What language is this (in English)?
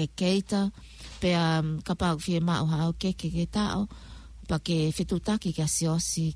Tongan